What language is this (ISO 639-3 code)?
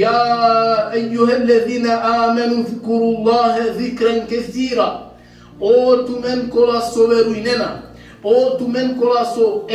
rmn